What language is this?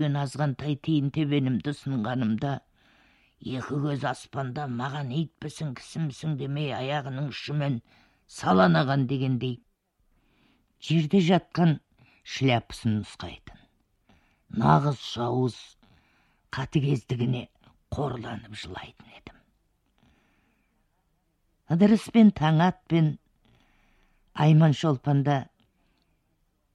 Kazakh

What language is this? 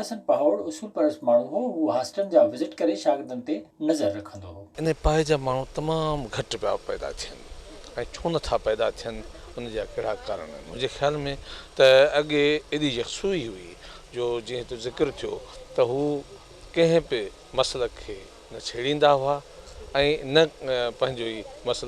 Sindhi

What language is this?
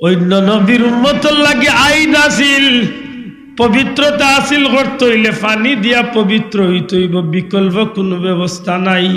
Sylheti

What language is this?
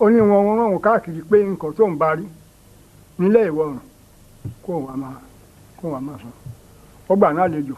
Yoruba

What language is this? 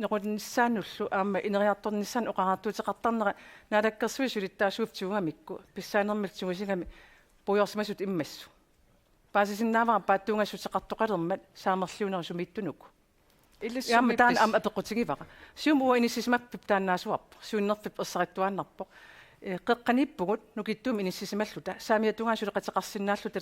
Kalaallisut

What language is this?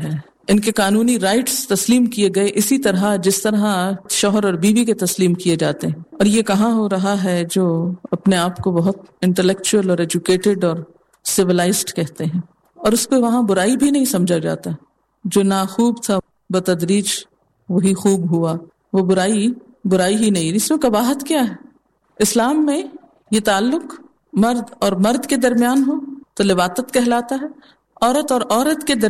Urdu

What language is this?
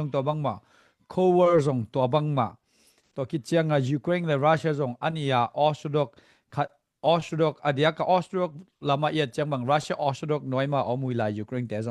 Tedim Chin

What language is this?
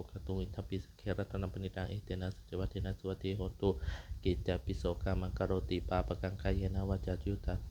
Pali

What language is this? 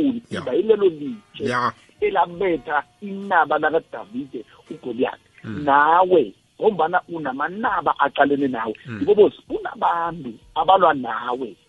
South Ndebele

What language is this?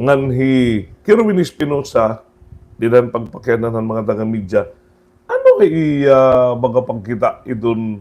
Waray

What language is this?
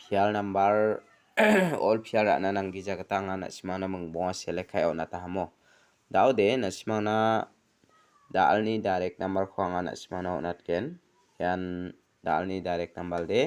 Garo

